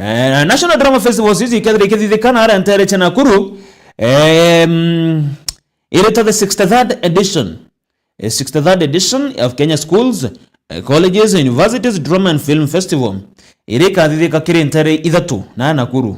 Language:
Meru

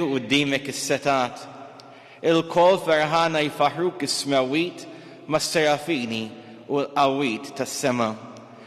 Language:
Maltese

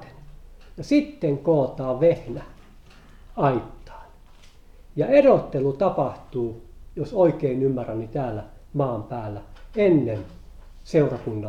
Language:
Finnish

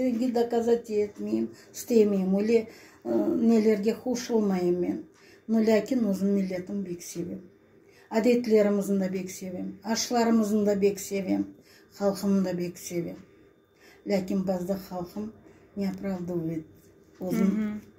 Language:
Crimean Tatar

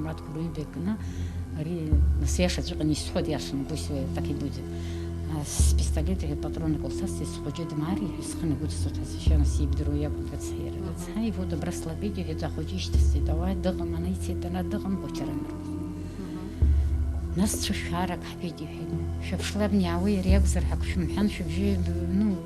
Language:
Abkhazian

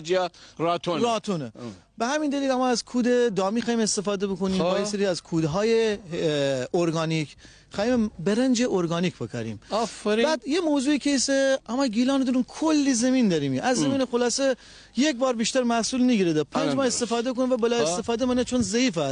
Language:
Gilaki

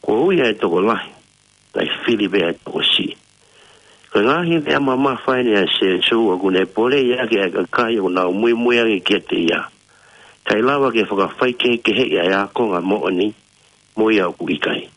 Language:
Tongan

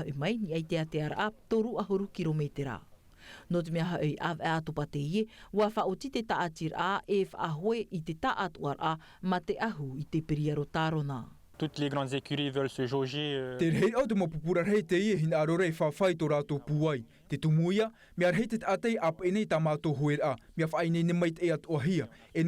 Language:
Tahitian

